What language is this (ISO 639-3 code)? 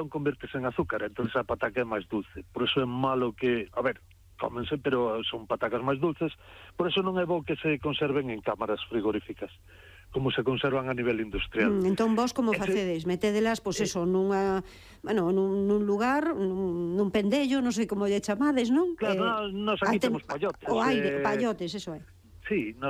glg